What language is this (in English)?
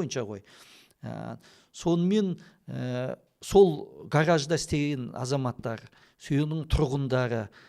Kazakh